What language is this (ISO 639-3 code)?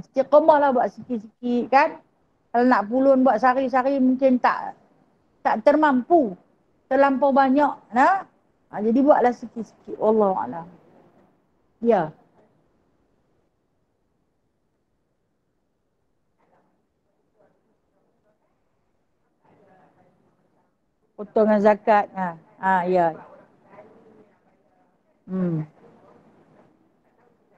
msa